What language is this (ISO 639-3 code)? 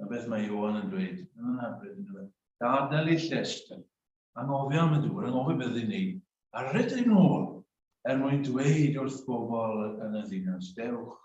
cym